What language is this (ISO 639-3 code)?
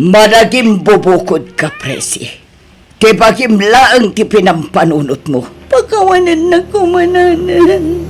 ilo